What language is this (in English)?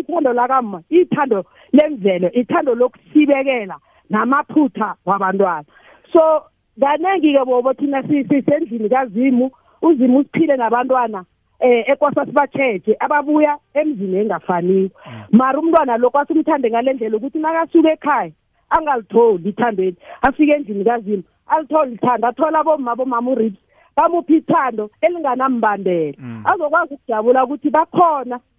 South Ndebele